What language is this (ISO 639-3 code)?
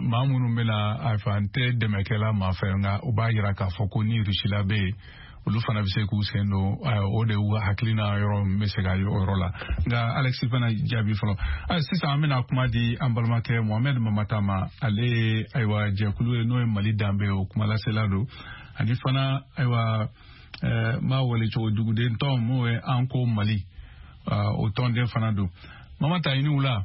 bam